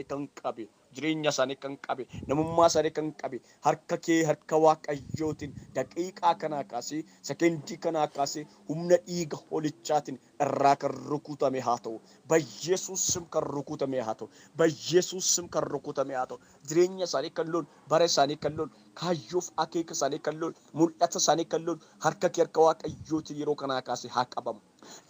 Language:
Oromo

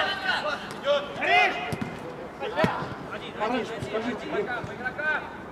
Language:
Russian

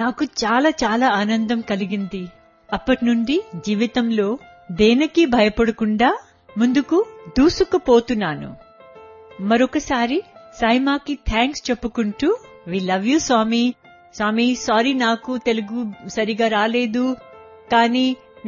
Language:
Telugu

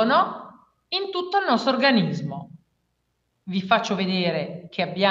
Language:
Italian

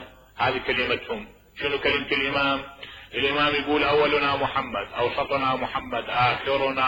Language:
Mesopotamian Arabic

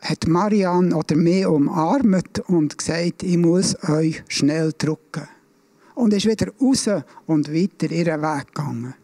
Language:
Swiss German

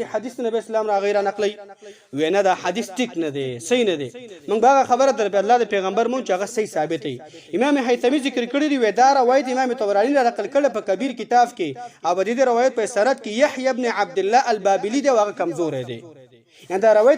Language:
Pashto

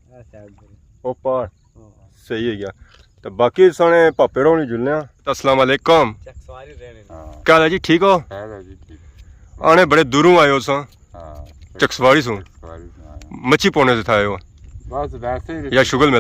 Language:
Pahari-Potwari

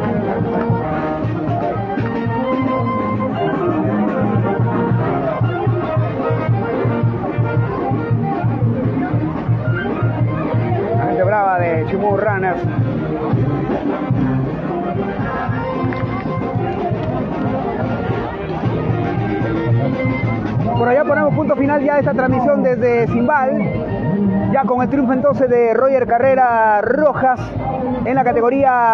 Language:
Spanish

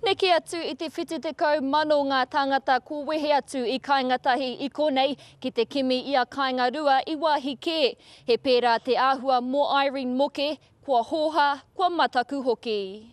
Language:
Māori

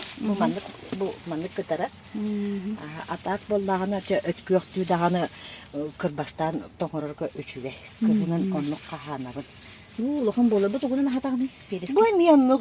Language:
Yakut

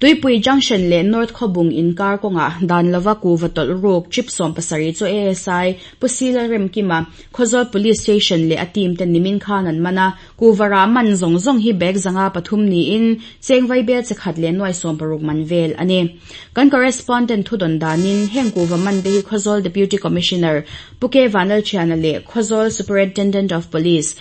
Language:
Mizo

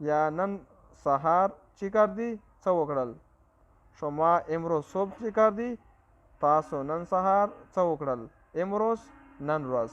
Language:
Pashto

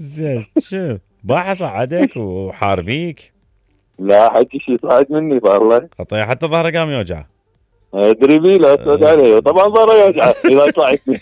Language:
Mesopotamian Arabic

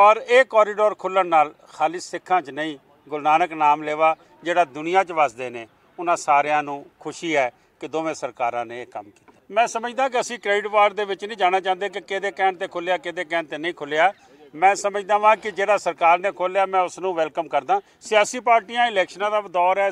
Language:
Punjabi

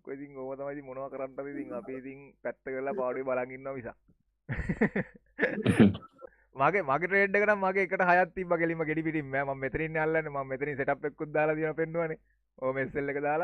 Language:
Sinhala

